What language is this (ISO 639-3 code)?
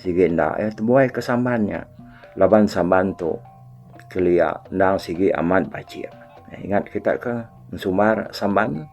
iba